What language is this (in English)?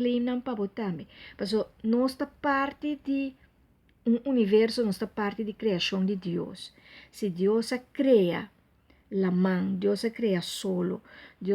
Papiamento